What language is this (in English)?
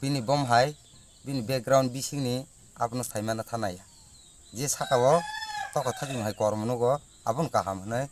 Kok Borok